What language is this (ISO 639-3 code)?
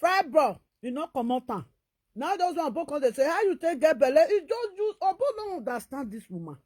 pcm